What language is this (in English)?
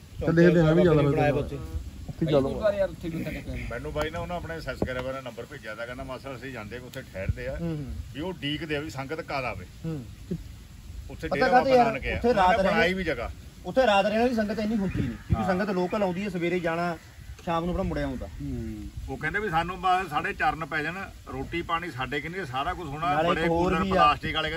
Punjabi